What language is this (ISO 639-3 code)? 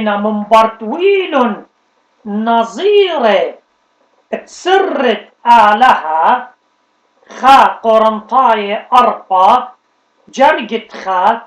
aii